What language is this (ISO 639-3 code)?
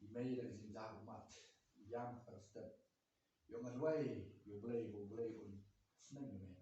kha